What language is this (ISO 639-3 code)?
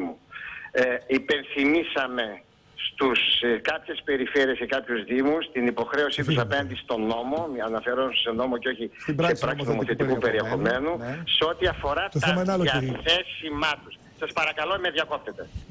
ell